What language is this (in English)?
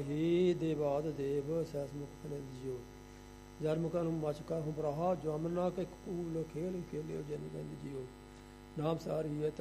Punjabi